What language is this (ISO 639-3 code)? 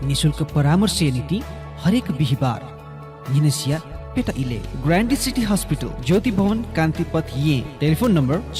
new